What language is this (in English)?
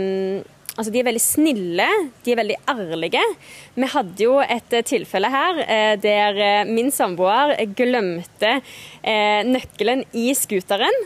Norwegian